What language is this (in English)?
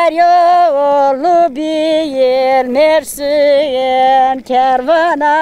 Zaza